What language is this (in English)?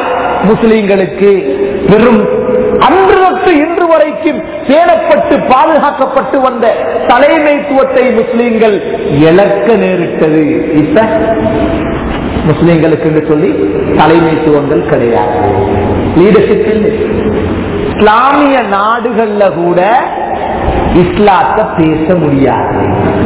Tamil